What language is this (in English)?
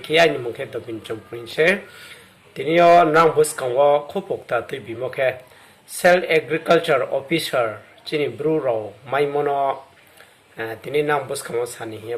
Riang (India)